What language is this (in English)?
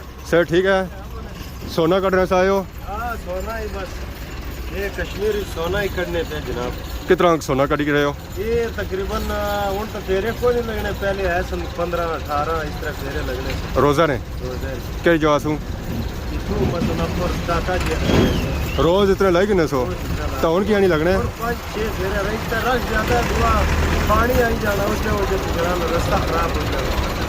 Pahari-Potwari